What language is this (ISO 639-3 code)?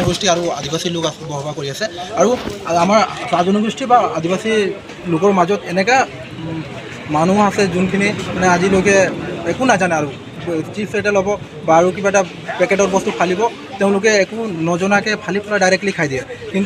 asm